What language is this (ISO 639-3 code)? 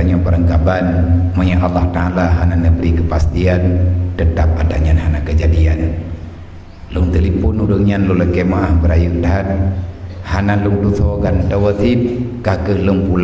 ace